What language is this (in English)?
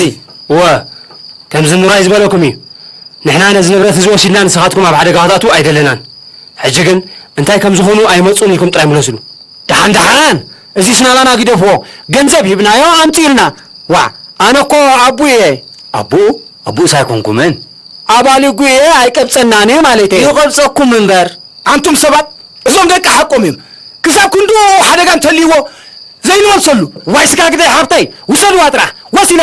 Tigrinya